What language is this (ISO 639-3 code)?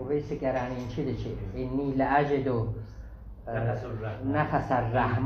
azb